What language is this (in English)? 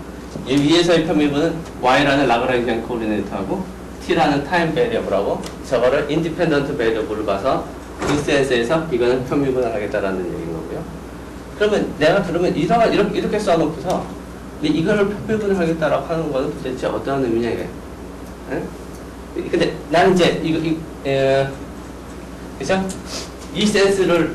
Korean